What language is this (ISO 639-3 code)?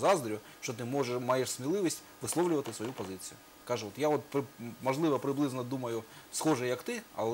ukr